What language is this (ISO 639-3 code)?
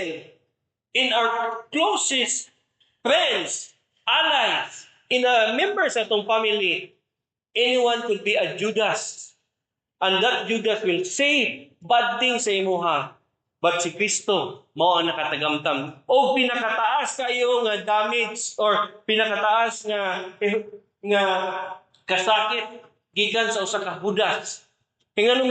ceb